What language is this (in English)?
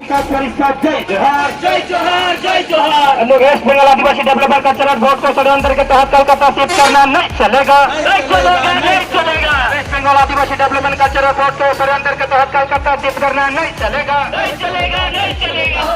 Sadri